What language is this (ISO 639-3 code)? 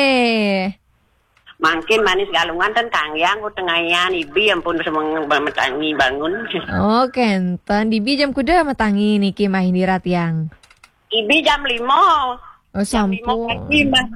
ban